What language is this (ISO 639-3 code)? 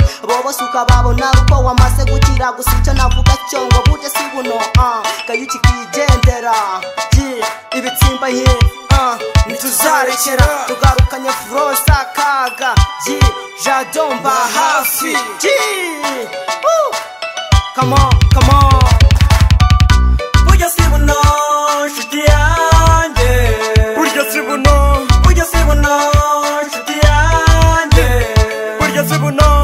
kin